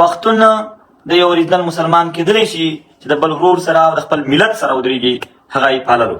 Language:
Pashto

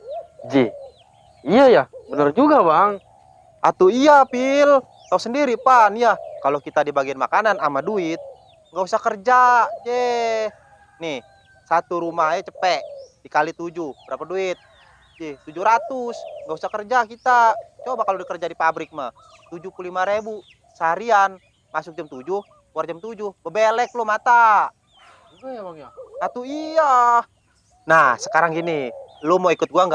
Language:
Betawi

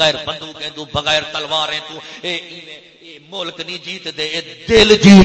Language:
Saraiki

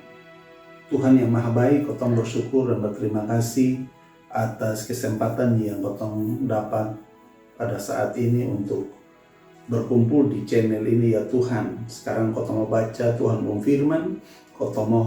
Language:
Kupang Malay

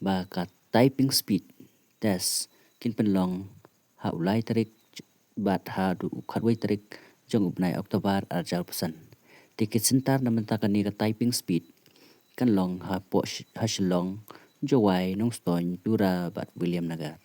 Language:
Khasi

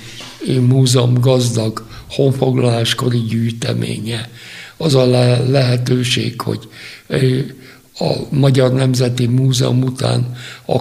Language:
Hungarian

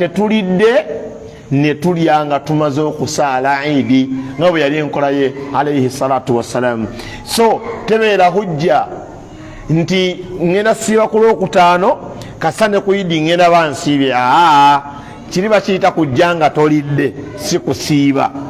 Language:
Ganda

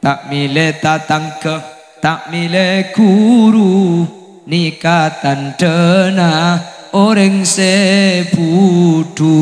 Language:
Madurese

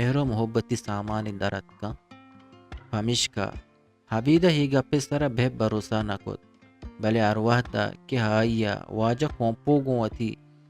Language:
Eastern Balochi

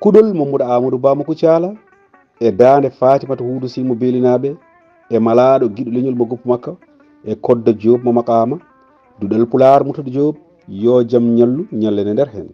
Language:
Fula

